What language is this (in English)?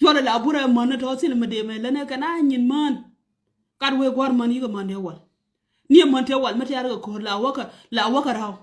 Nuer